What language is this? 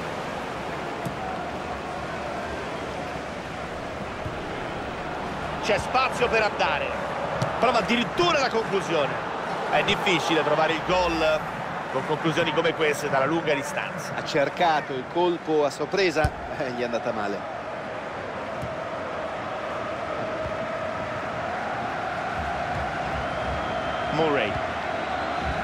Italian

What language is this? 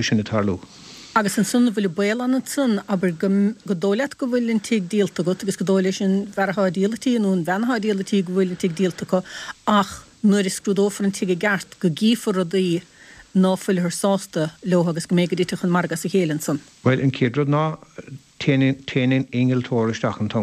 Irish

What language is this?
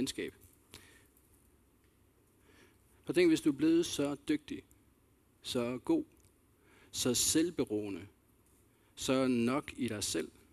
Danish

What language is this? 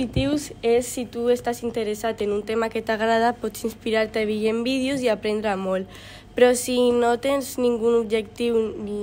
Catalan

